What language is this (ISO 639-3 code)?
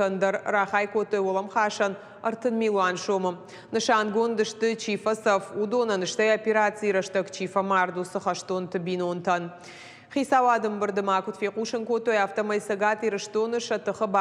oss